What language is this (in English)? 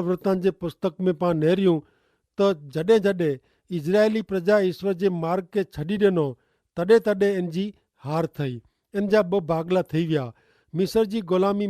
Kachhi